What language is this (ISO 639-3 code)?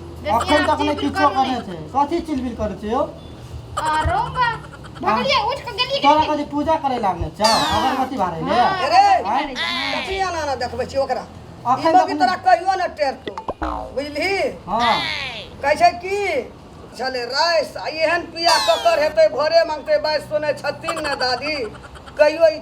mai